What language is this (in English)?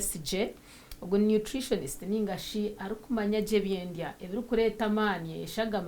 Nyankole